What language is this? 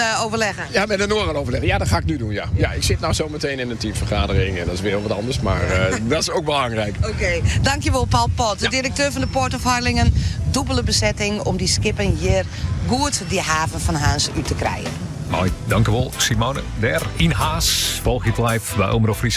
Western Frisian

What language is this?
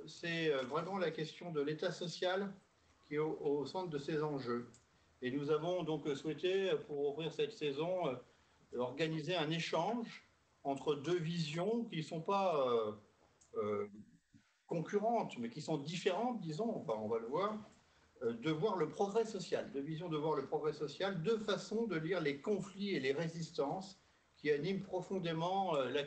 French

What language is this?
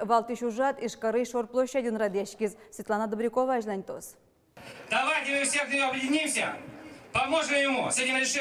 Udmurt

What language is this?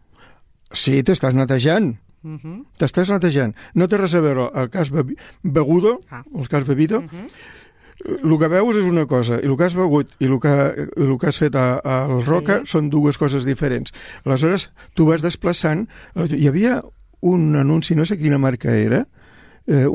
Catalan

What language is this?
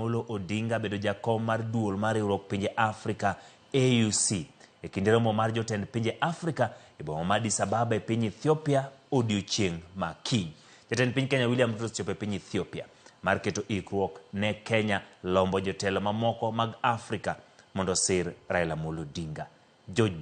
Luo (Kenya and Tanzania)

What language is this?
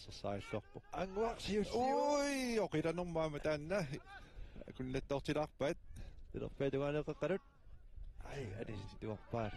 Kalaallisut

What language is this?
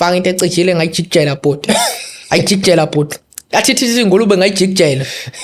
Zulu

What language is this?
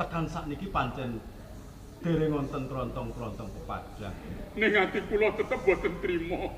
Javanese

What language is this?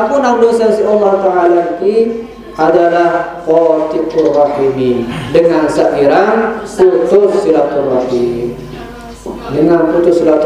Sasak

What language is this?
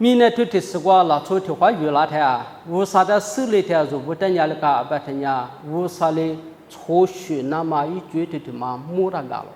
Lisu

